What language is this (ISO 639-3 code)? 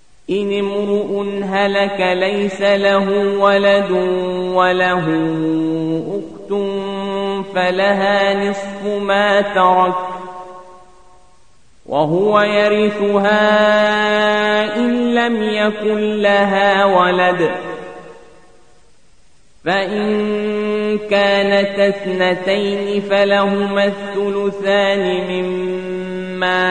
ara